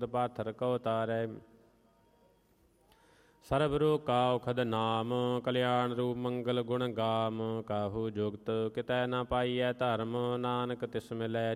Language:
Punjabi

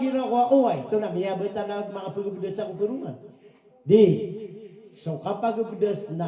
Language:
Maranao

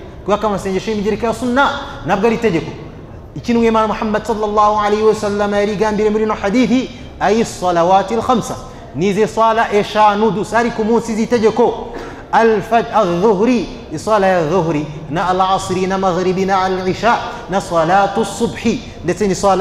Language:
Kinyarwanda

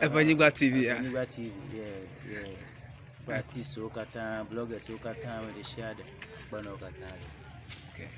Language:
Ewe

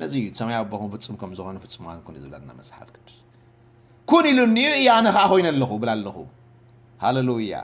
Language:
Tigrinya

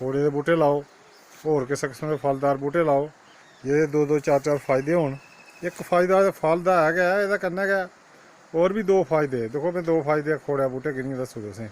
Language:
Dogri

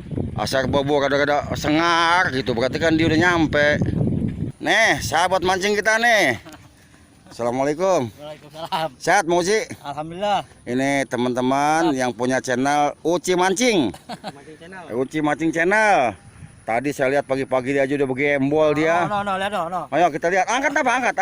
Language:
Betawi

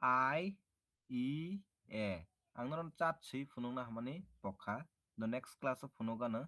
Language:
Kok Borok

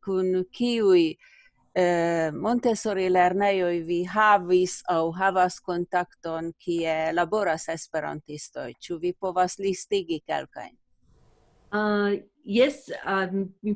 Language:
Esperanto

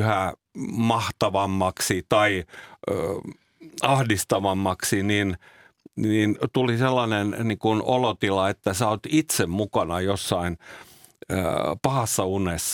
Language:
Finnish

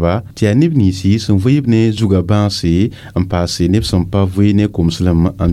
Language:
Mossi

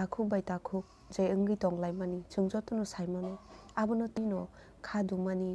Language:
Kok Borok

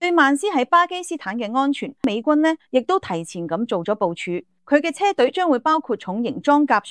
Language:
Cantonese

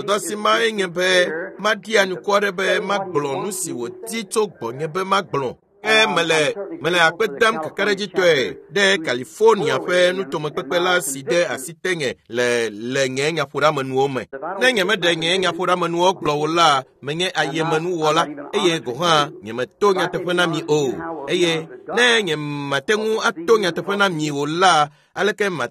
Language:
Ewe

